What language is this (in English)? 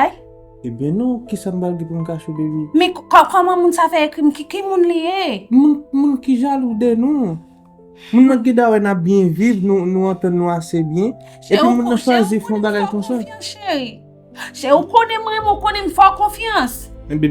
Haitian Creole